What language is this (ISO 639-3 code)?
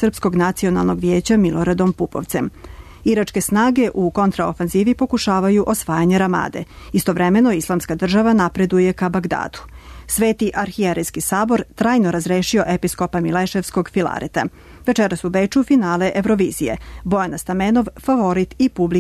srp